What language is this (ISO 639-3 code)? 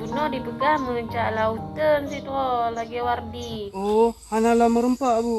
ace